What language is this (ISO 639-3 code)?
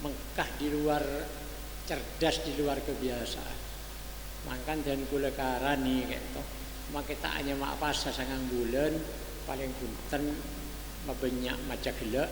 mad